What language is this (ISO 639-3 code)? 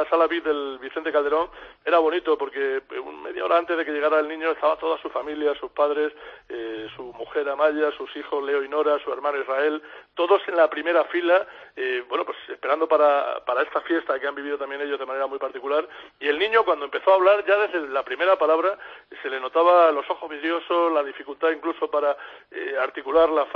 spa